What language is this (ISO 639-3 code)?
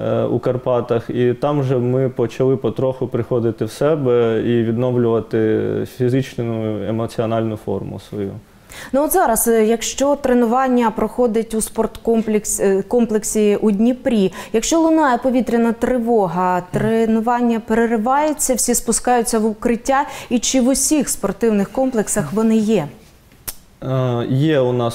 ukr